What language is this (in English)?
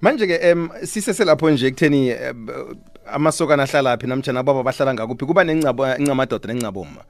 South Ndebele